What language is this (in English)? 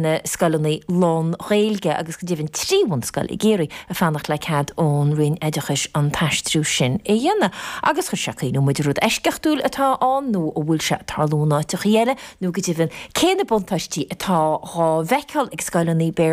Irish